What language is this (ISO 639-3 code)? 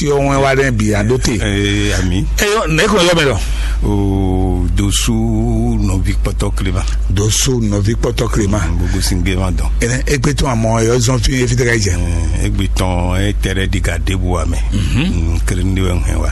fon